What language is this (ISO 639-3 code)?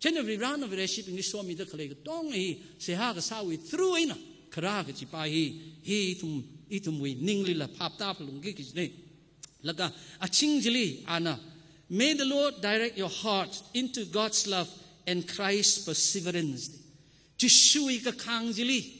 nmf